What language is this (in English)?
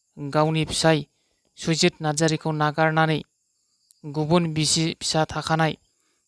Bodo